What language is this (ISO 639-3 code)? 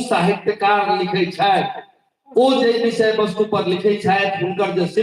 mai